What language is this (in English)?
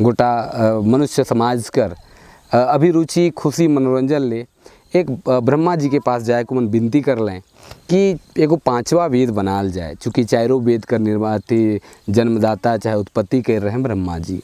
Sadri